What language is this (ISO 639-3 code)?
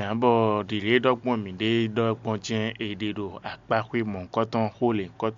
fon